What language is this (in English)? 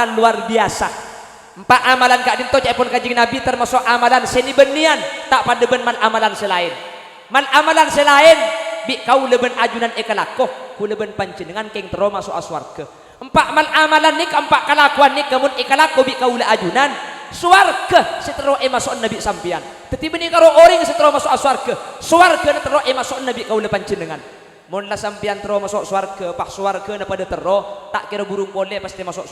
Madurese